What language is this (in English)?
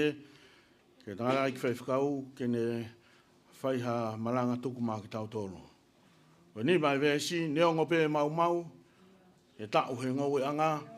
Tongan